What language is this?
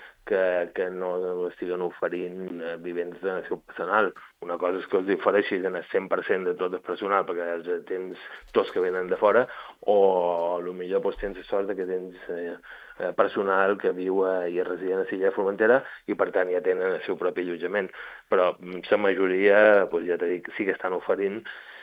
Catalan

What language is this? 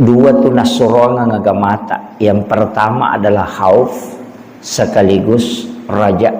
Buginese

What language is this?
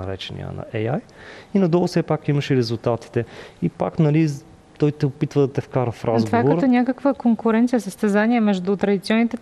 Bulgarian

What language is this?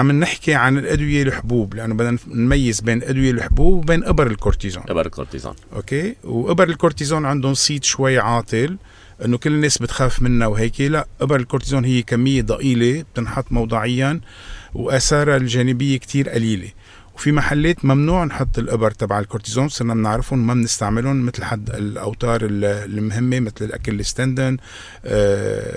North Levantine Arabic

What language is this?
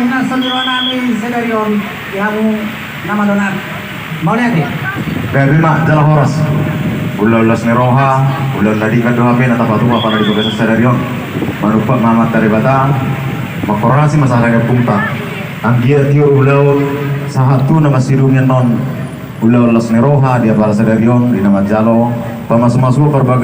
Batak Toba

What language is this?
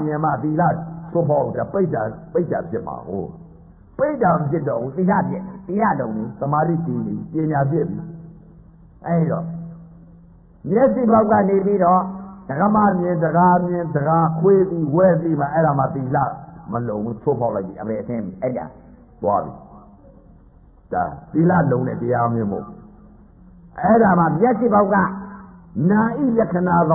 Burmese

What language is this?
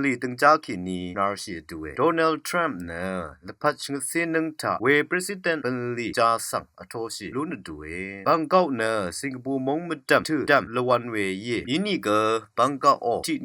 Rawang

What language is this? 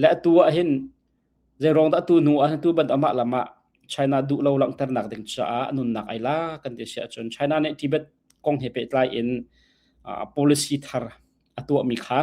Hakha Chin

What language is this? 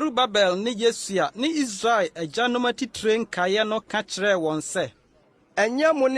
Akan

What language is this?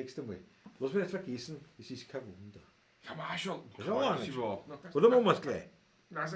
Bavarian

